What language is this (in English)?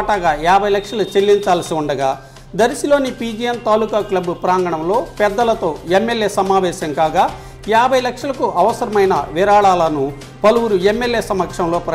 Telugu